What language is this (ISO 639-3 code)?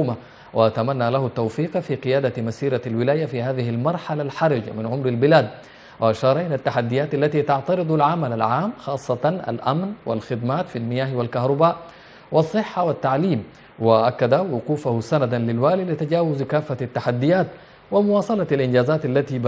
ara